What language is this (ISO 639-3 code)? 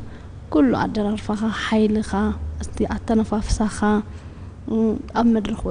tir